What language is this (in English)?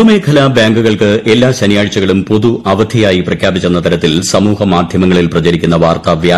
Malayalam